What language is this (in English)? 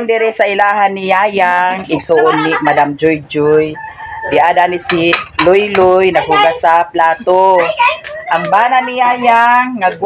Cebuano